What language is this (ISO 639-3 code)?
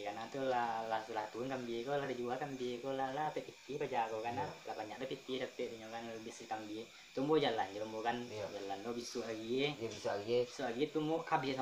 min